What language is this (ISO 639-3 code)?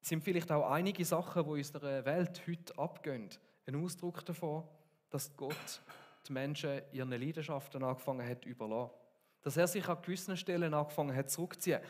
gsw